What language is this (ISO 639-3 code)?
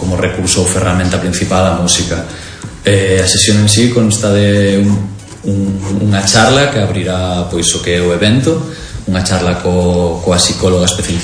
glg